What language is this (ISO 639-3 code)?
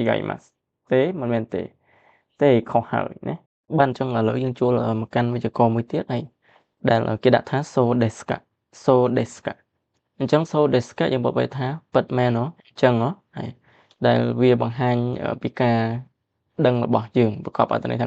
khm